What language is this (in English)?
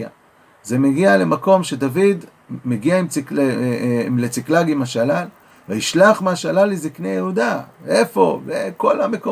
Hebrew